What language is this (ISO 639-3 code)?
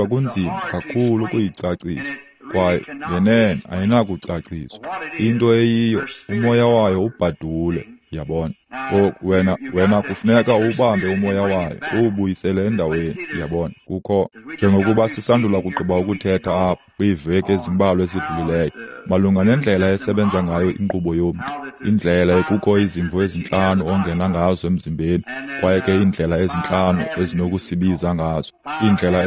xho